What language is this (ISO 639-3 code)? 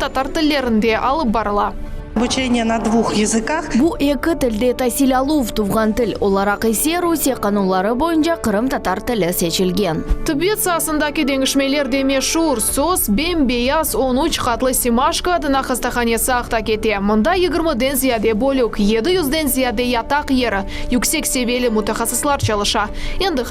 crh